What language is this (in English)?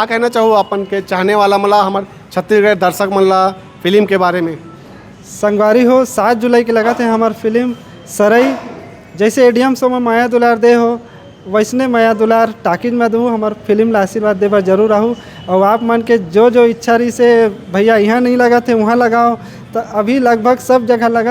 Chhattisgarhi